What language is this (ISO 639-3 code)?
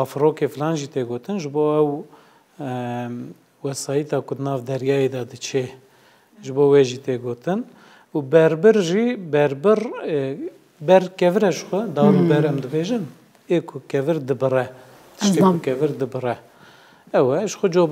kur